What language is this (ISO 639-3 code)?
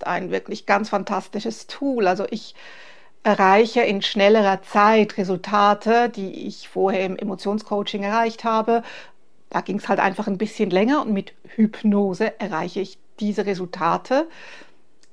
deu